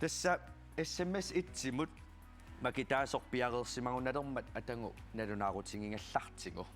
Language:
Kalaallisut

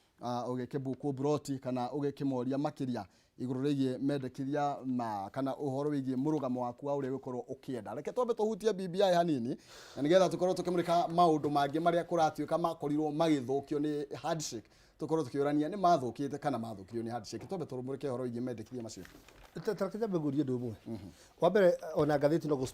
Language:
Kikuyu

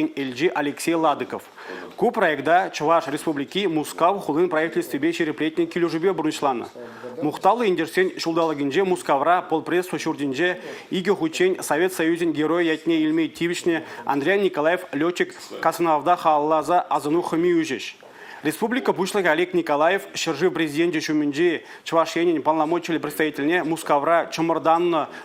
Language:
Chuvash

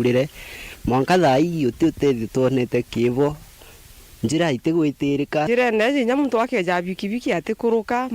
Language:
Meru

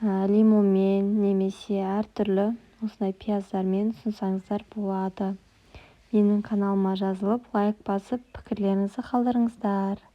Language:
Kazakh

